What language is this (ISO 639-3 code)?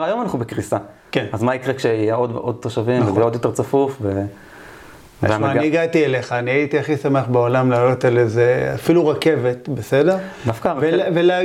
heb